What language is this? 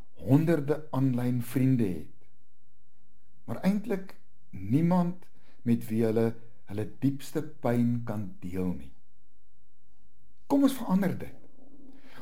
Afrikaans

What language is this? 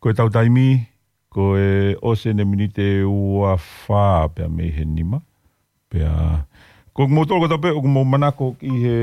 Tongan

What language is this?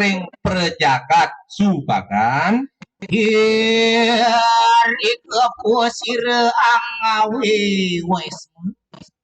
Balinese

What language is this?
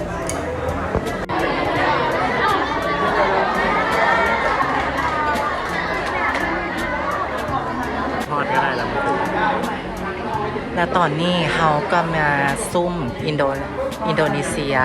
Lao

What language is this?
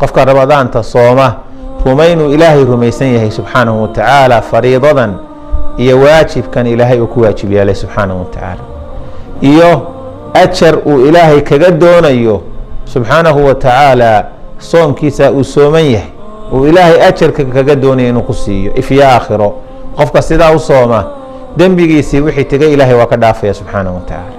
Somali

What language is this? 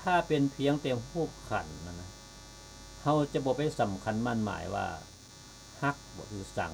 Lao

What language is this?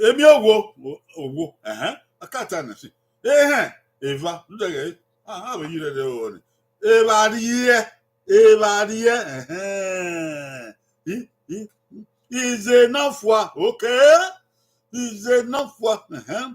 Bini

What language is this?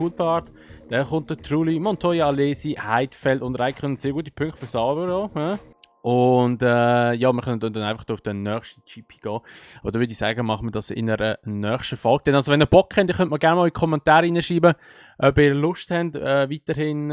Swiss German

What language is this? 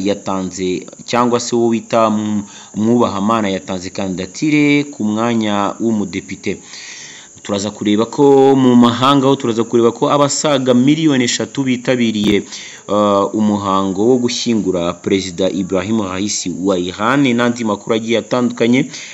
Kinyarwanda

